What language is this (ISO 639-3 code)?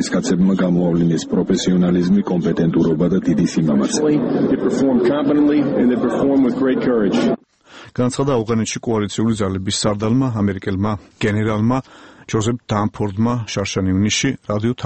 kat